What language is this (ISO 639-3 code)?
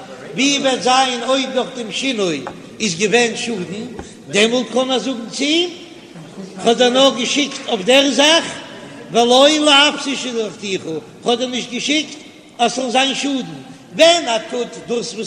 yid